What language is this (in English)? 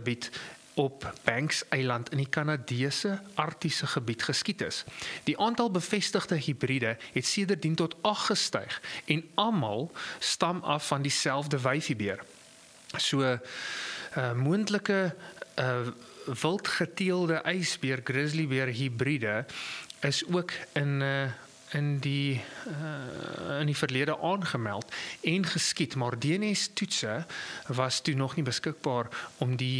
Afrikaans